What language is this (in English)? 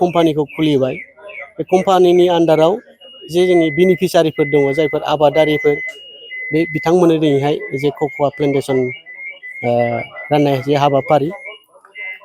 Bodo